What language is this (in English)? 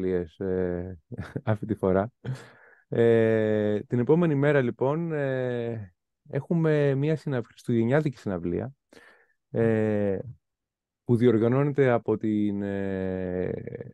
Greek